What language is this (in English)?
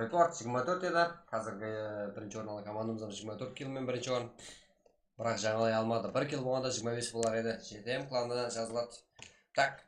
Kara-Kalpak